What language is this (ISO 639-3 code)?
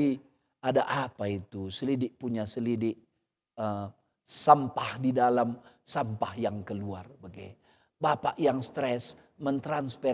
btx